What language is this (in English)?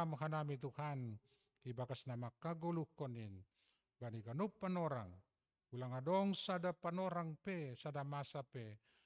Batak Simalungun